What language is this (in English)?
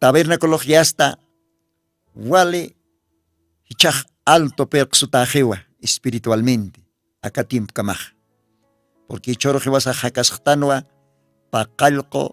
Aymara